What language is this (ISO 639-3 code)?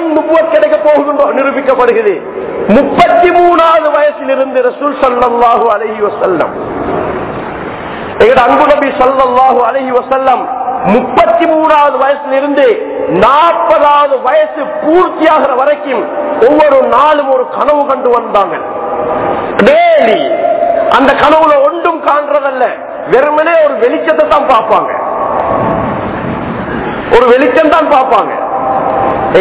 tam